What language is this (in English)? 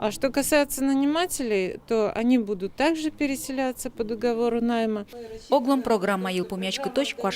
Udmurt